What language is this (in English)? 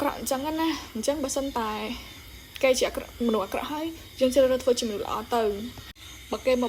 Khmer